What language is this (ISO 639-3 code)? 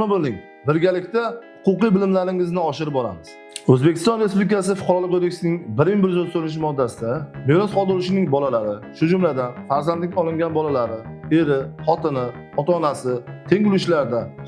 uzb